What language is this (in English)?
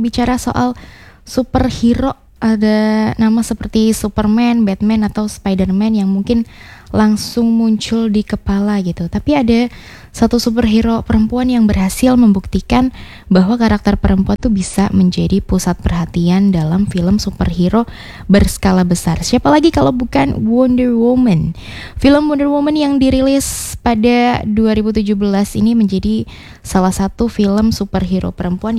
Indonesian